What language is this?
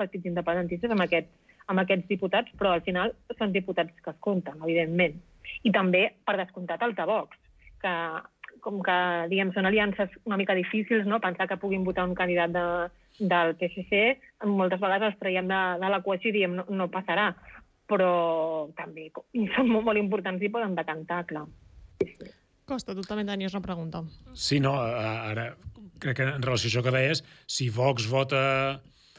Catalan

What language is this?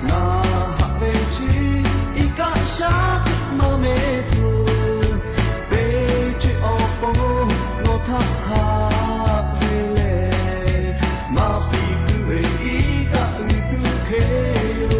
Lahu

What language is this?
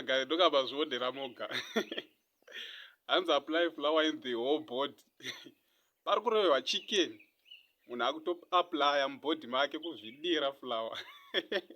Shona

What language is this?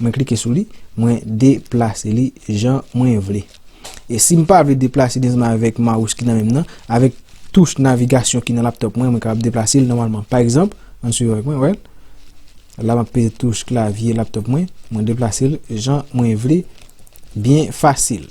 Haitian Creole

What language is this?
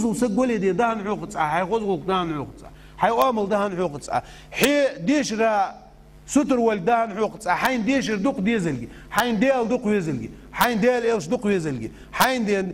Ingush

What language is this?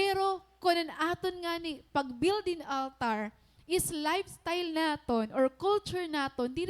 Waray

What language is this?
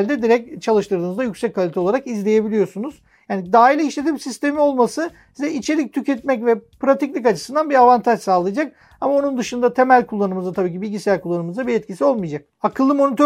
Turkish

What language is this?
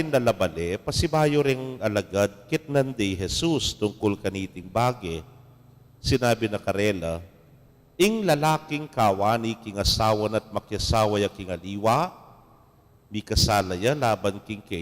Pampanga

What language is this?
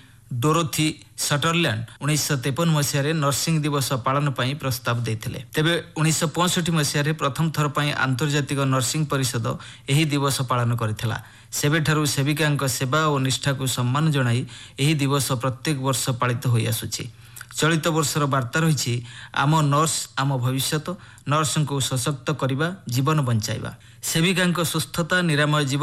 Odia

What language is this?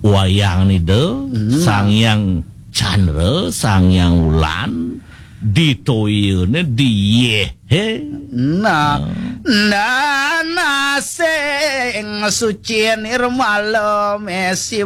Balinese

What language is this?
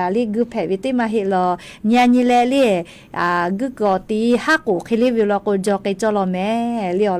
Lahu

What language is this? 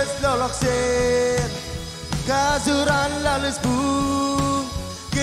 Marshallese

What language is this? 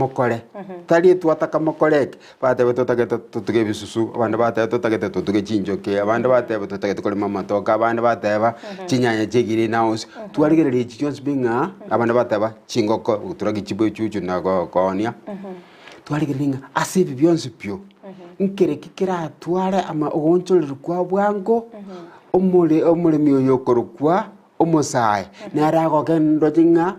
Gusii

